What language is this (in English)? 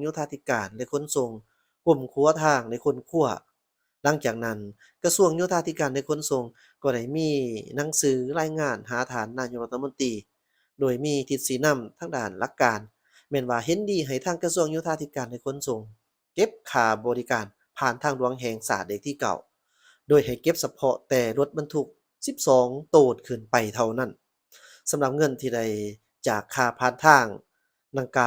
Lao